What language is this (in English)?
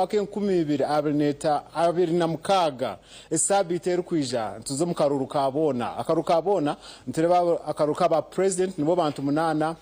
Nyankole